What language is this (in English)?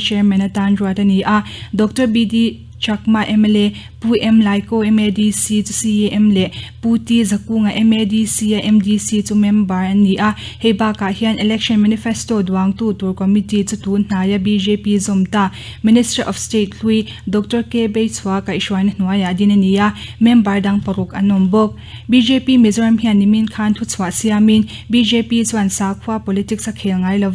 Mizo